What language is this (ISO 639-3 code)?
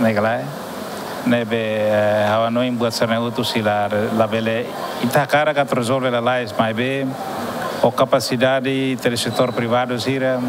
tet